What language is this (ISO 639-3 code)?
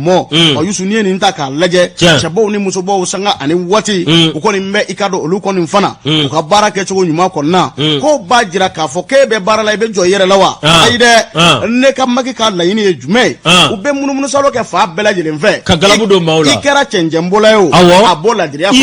bam